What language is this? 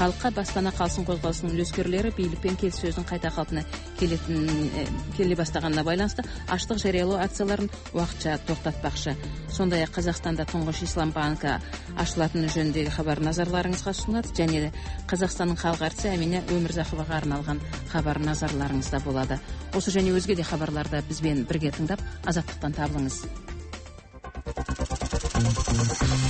Kazakh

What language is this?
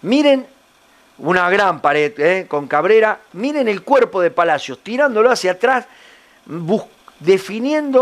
Spanish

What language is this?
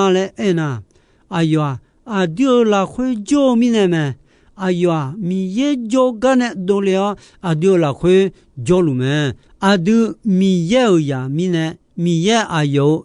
Akha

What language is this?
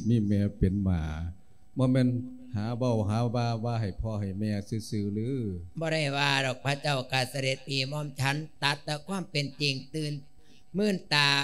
Lao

